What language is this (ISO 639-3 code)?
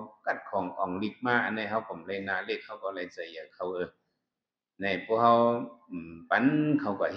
shn